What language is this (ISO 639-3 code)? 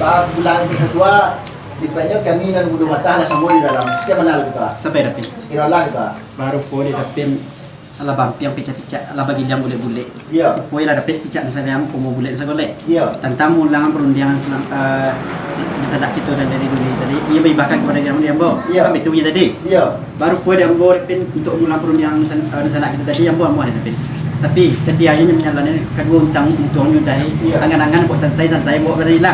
min